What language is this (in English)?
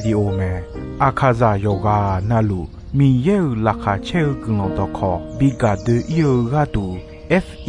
Akha